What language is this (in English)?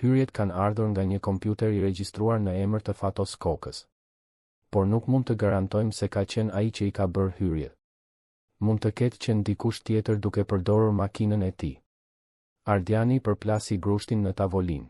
Albanian